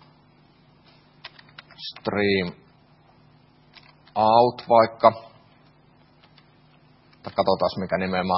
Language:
Finnish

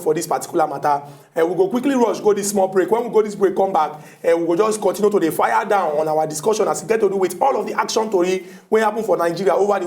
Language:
Nigerian Pidgin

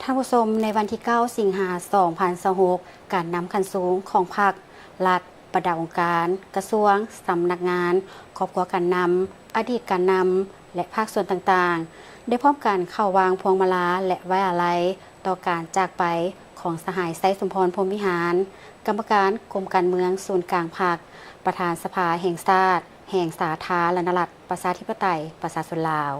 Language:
Lao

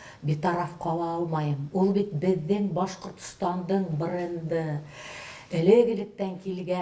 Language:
Bashkir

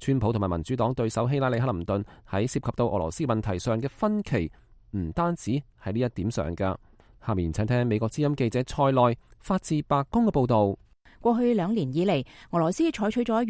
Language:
Cantonese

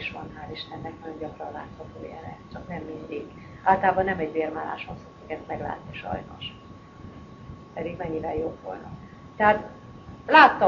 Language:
Hungarian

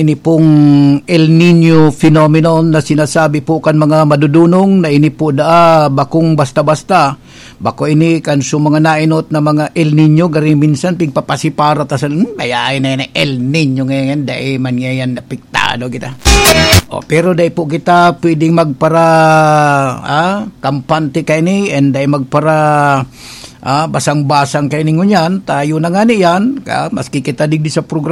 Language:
Bikol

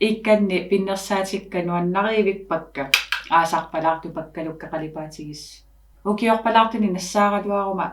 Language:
Kalaallisut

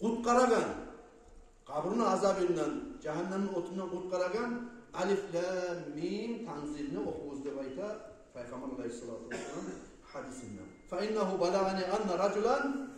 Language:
Kumyk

